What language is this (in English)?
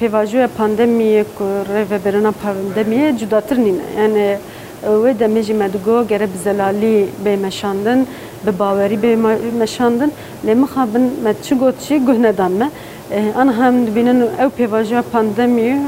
Kurdish